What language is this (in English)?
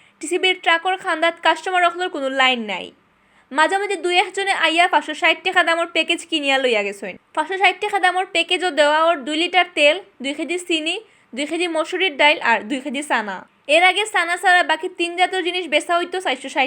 Sylheti